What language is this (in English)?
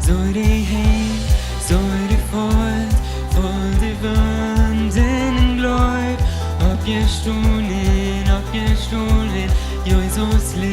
Plautdietsch